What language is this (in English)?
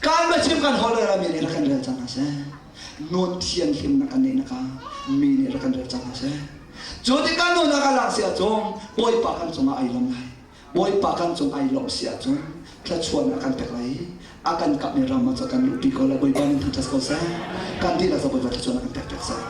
Hakha Chin